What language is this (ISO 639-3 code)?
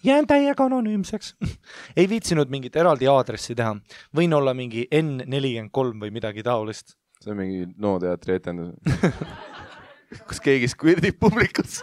est